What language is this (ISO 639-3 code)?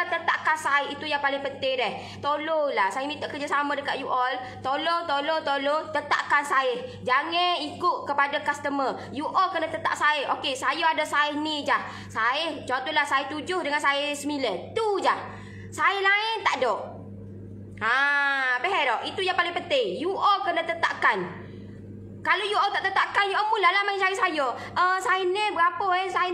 msa